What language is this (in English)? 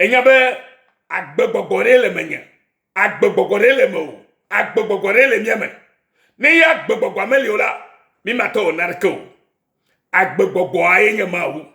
Ewe